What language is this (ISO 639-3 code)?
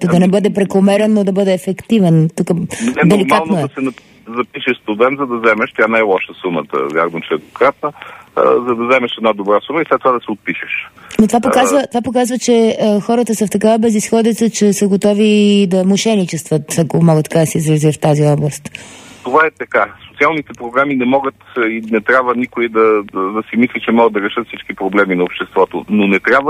bul